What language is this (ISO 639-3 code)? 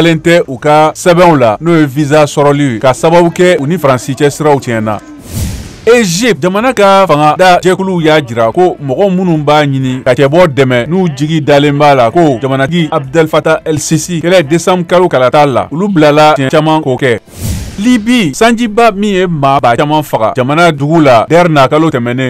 bam